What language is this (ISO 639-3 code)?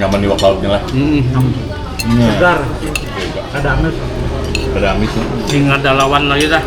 bjn